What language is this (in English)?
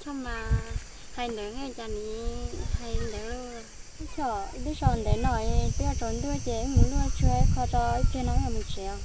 Hmong